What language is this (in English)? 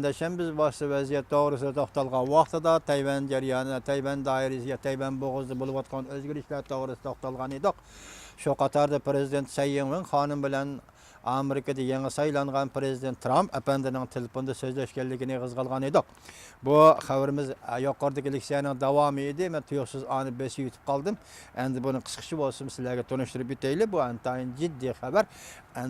Uyghur